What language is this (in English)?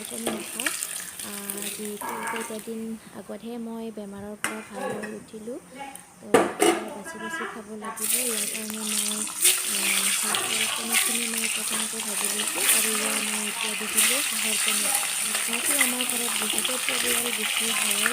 Assamese